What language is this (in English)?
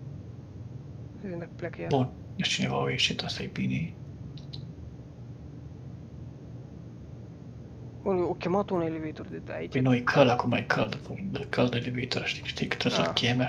Romanian